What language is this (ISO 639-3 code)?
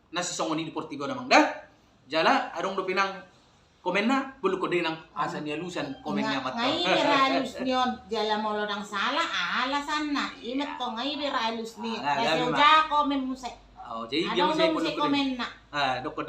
bbc